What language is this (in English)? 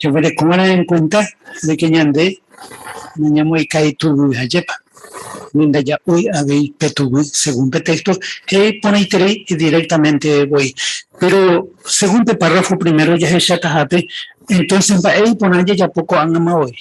Guarani